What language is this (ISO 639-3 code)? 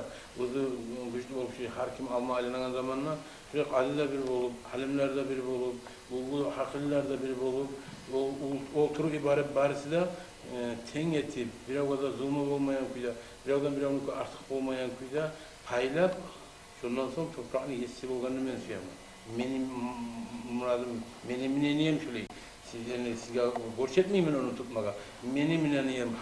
kum